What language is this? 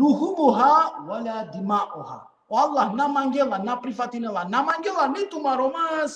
Balkan Romani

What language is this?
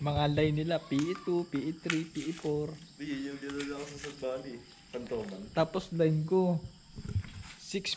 Filipino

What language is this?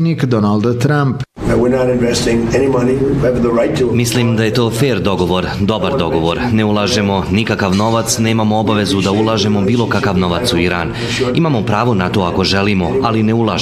Bosnian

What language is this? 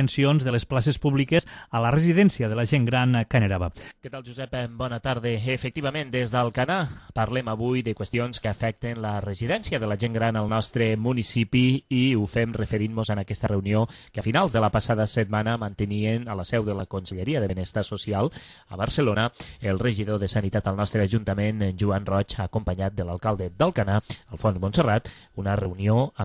Catalan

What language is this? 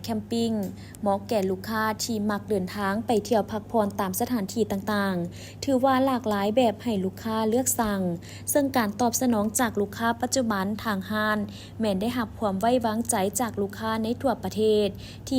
Lao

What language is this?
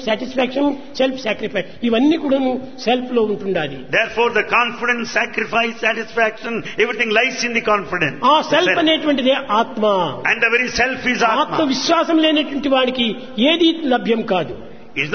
Telugu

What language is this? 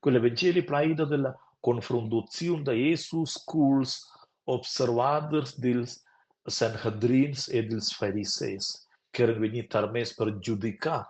Romansh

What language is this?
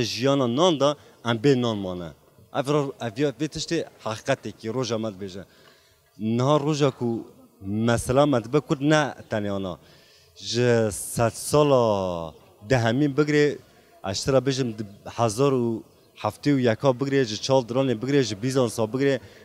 Kurdish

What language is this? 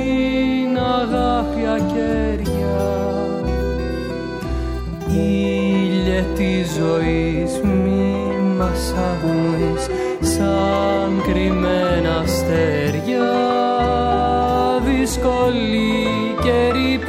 Greek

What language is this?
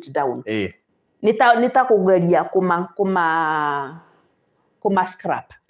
Kikuyu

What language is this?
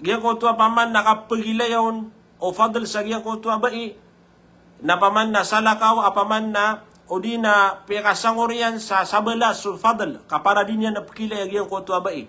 Maranao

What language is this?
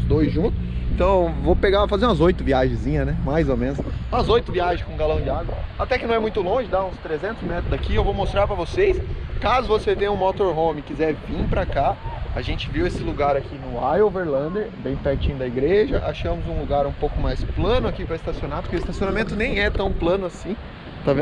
Portuguese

